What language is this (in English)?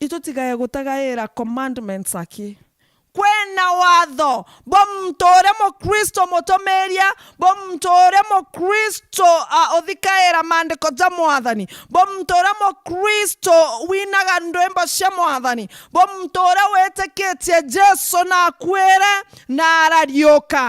Meru